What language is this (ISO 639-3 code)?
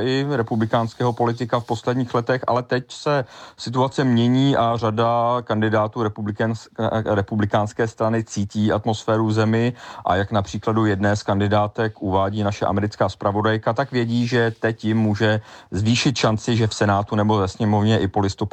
ces